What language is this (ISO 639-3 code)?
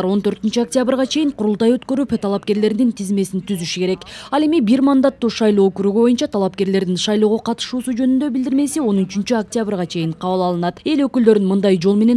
kir